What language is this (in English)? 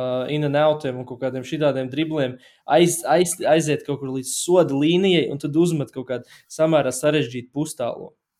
Latvian